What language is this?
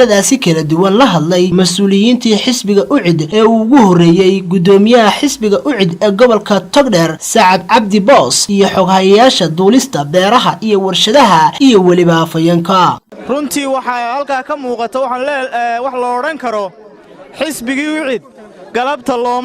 Somali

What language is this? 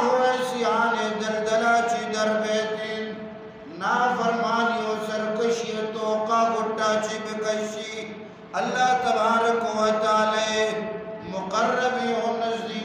Eastern Balochi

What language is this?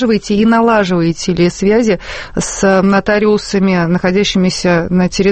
Russian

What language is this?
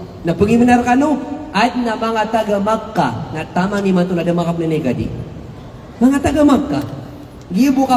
Maranao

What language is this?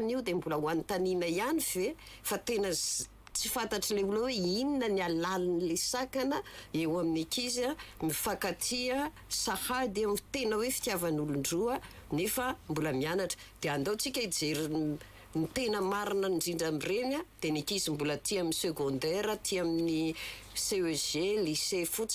Malagasy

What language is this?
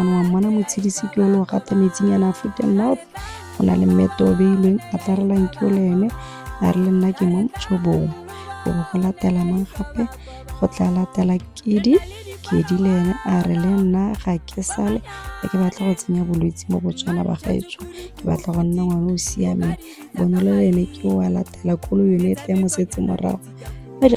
Tswana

